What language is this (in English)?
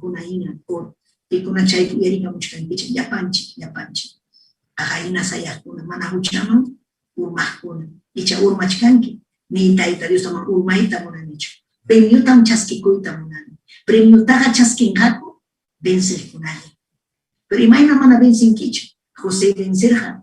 Ayacucho Quechua